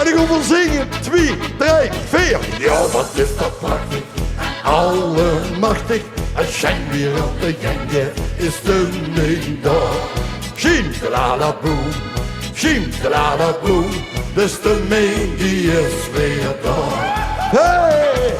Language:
Limburgish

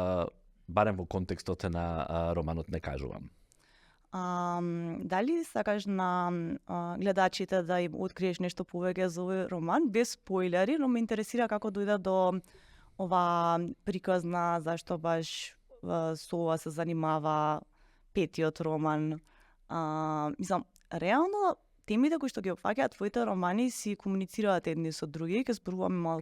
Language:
Macedonian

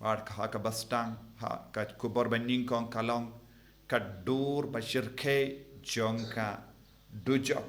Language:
Khasi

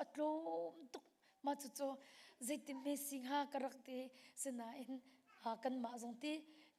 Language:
Hakha Chin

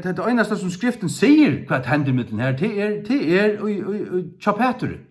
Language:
Faroese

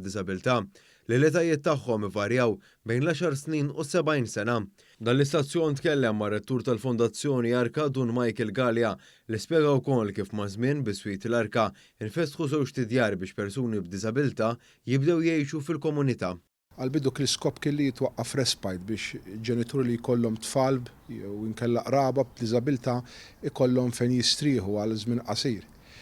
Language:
Maltese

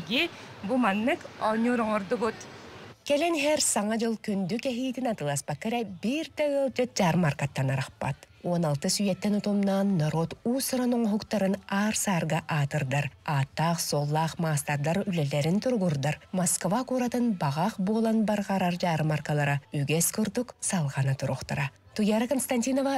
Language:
Yakut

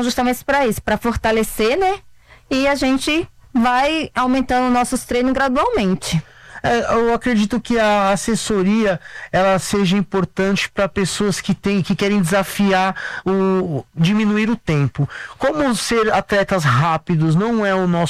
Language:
Portuguese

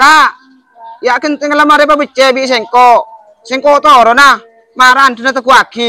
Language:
Madurese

